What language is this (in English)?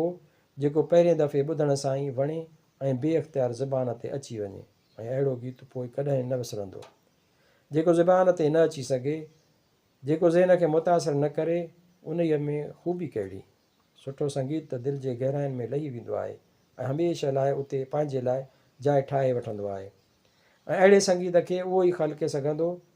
Sindhi